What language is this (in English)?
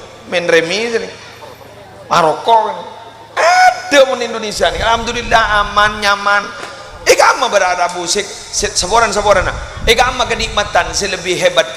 Madurese